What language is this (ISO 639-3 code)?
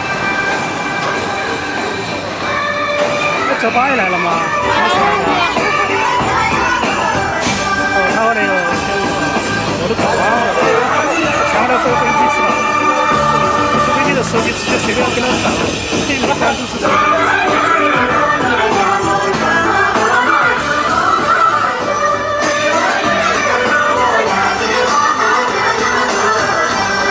zho